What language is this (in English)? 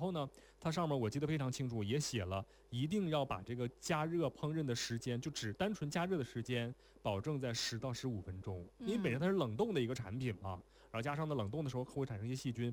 Chinese